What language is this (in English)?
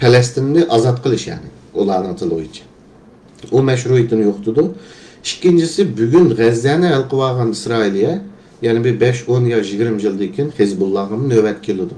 Uyghur